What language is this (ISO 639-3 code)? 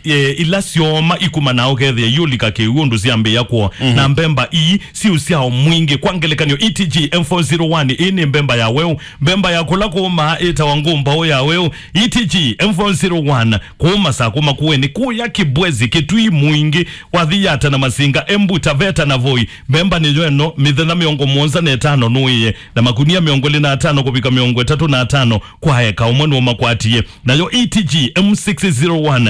kam